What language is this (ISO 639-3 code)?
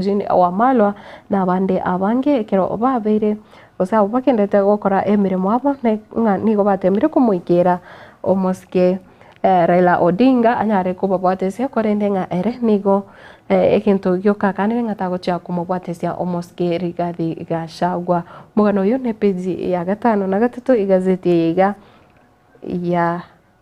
guz